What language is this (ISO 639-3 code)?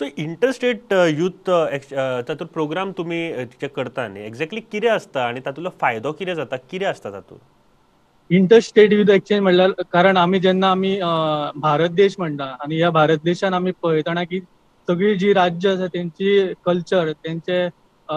kok